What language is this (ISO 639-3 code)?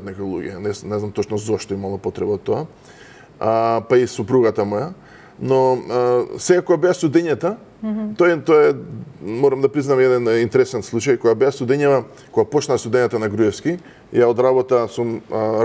mkd